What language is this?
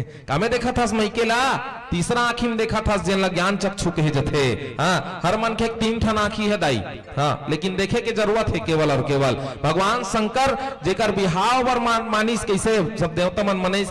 Chhattisgarhi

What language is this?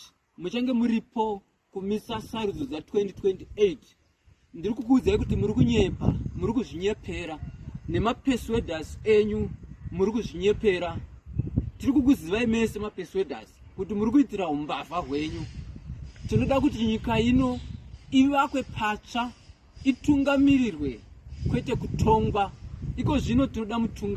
Shona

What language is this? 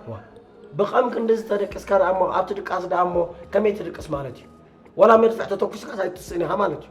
Tigrinya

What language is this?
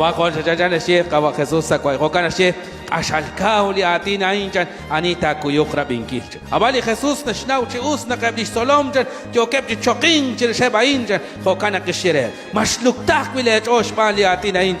Kekchí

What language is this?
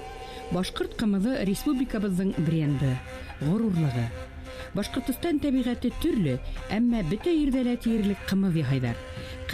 Bashkir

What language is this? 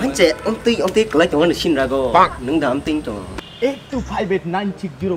Kok Borok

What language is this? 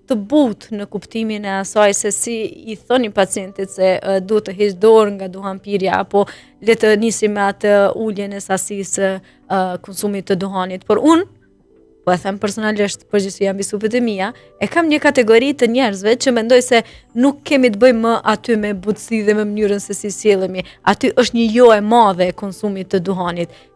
Albanian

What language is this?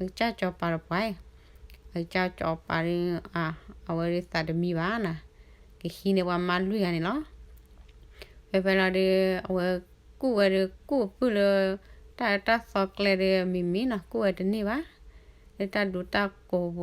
S'gaw Karen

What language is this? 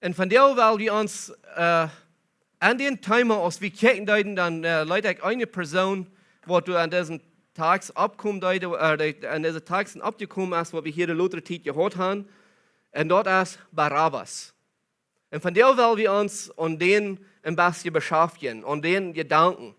Plautdietsch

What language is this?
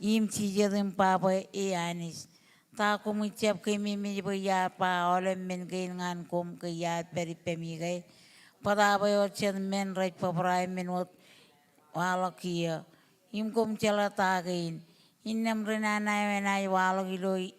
Marshallese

